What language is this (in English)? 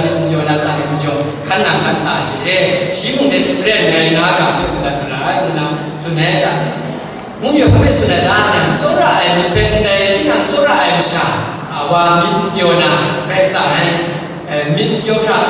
Kachin